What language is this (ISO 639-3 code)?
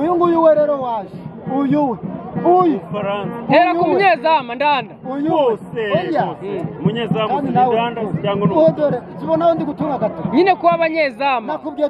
kin